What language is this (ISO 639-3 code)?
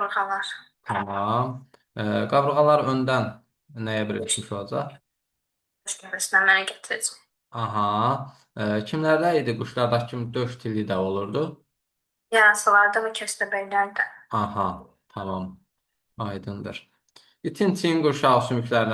aze